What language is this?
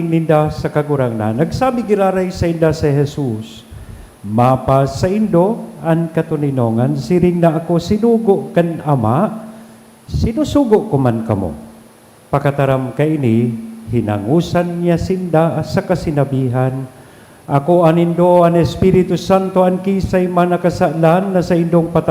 Bikol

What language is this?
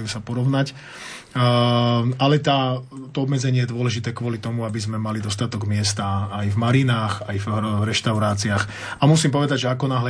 Slovak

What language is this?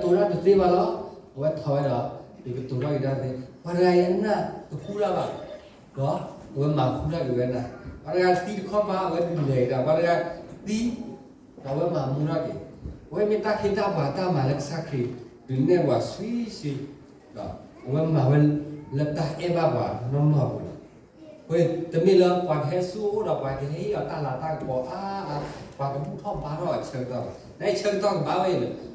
S'gaw Karen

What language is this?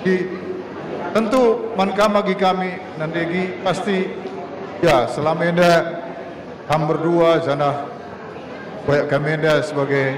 Batak Karo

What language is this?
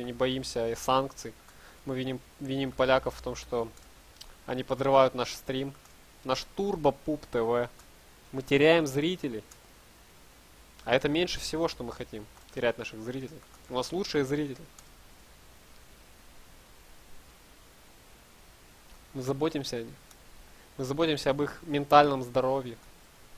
Russian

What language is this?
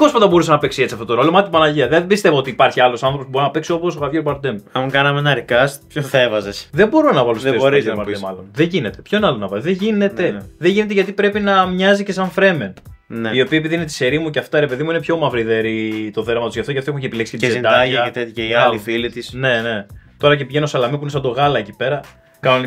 Greek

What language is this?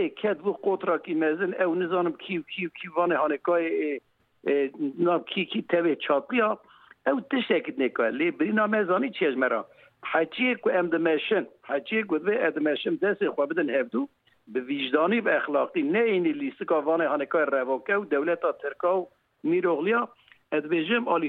Kurdish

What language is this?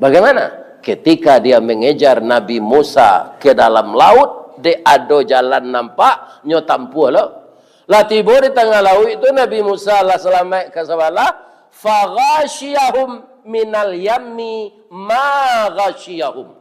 Minangkabau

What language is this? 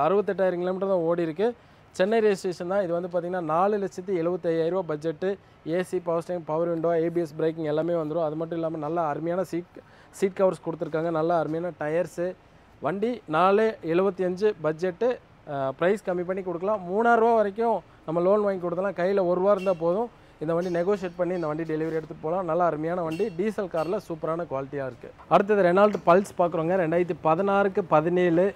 Tamil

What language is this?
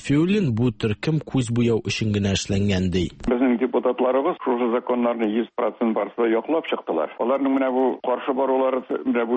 Tatar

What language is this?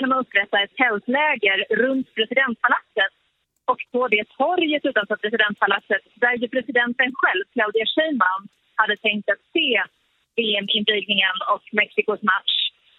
Swedish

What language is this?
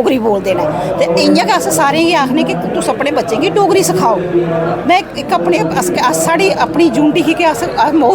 Dogri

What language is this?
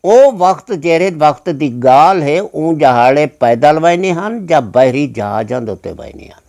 Saraiki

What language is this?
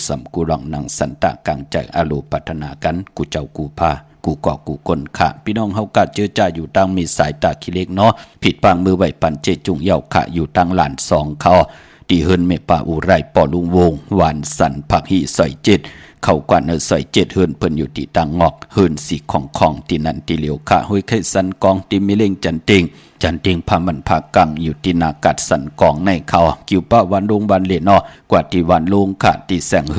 Shan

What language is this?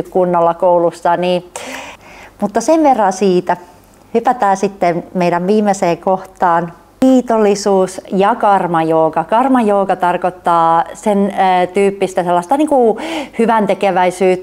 Finnish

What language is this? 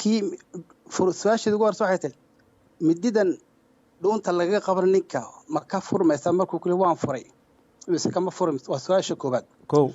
Somali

